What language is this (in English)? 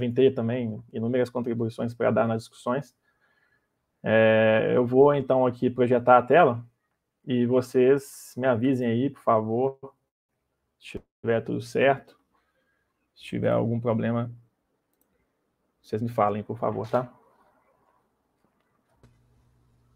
Portuguese